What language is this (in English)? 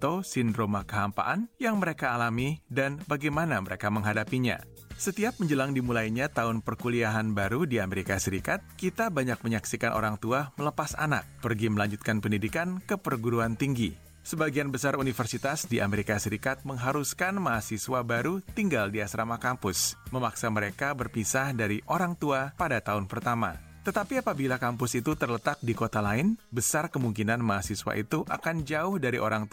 Indonesian